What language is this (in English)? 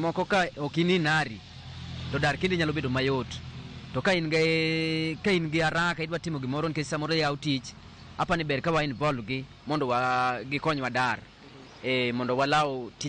Luo (Kenya and Tanzania)